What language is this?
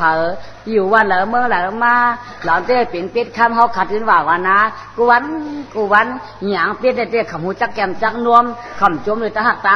Shan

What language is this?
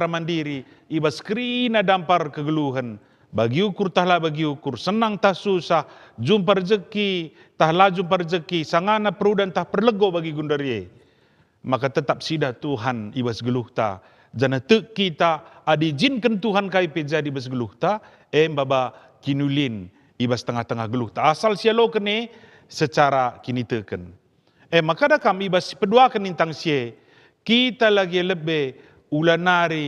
Batak Karo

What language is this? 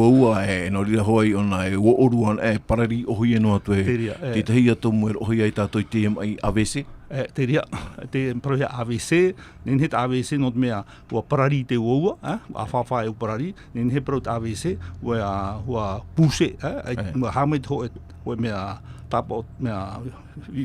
Tahitian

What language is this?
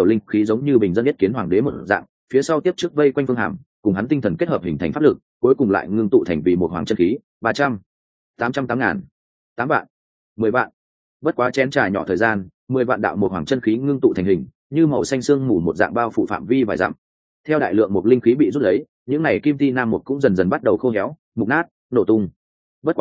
Vietnamese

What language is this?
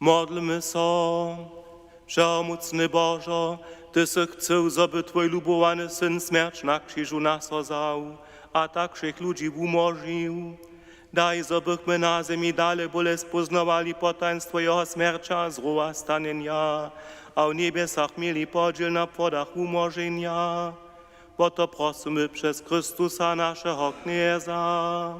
Upper Sorbian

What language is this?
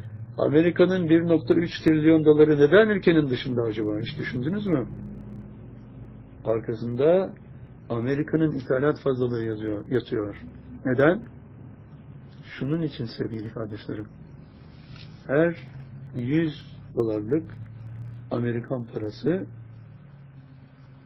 Turkish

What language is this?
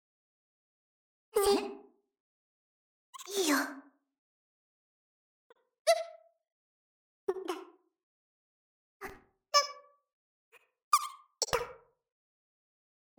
Japanese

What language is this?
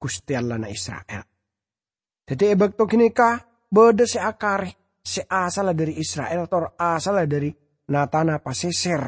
Madurese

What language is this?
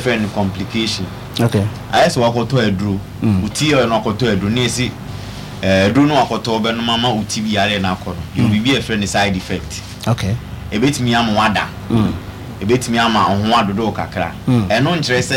Akan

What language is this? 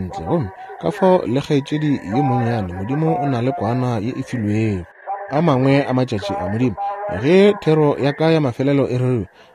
Northern Sotho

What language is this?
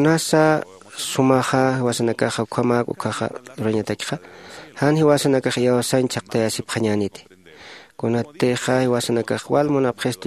Aymara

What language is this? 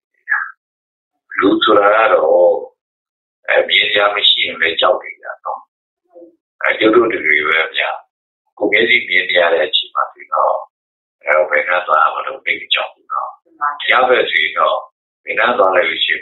Burmese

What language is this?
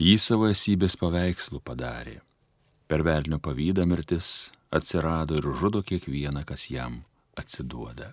Lithuanian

